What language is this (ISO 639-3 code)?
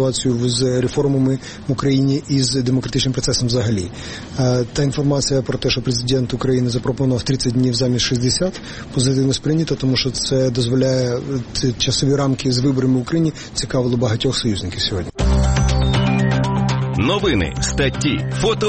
ukr